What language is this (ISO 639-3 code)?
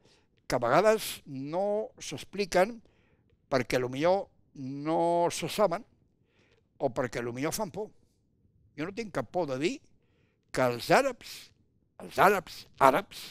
cat